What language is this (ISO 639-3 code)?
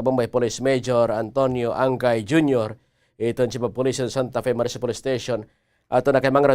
war